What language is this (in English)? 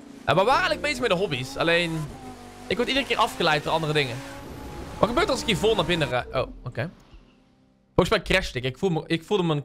Dutch